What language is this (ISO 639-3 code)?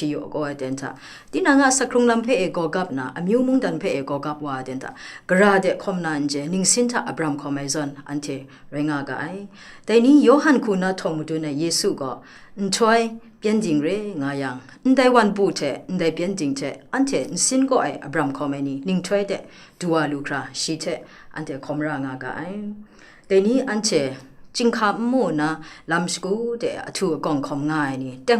kac